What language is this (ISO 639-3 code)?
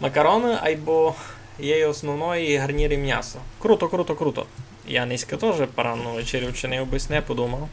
rue